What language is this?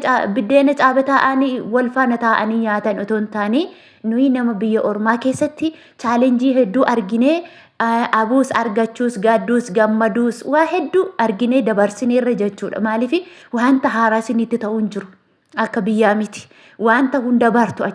Oromo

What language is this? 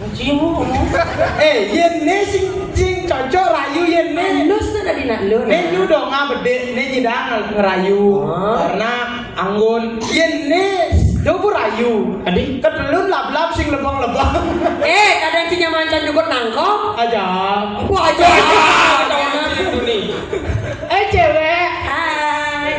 Balinese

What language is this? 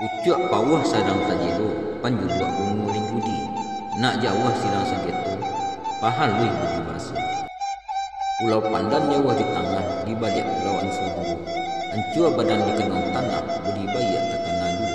Minangkabau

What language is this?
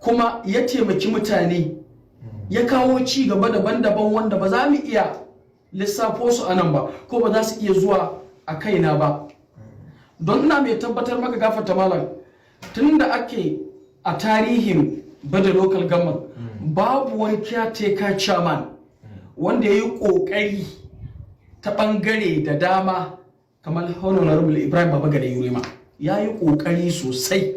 Hausa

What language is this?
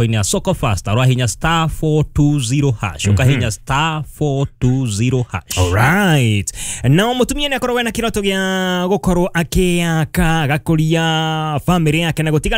Kikuyu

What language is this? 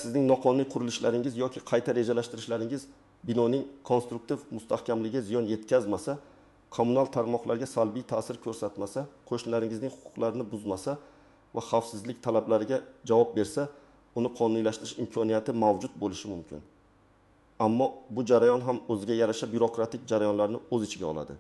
Uzbek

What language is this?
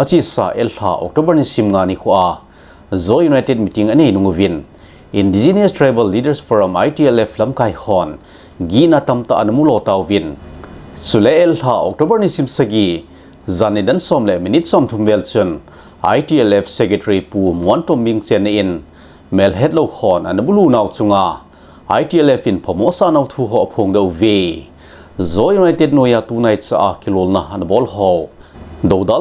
Thado Chin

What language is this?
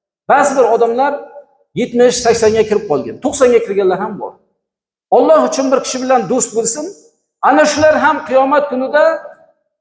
Uzbek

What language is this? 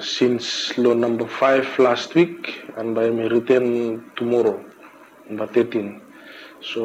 Bislama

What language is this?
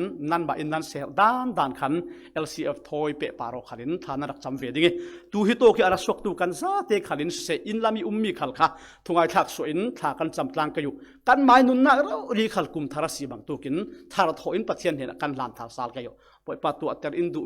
Falam Chin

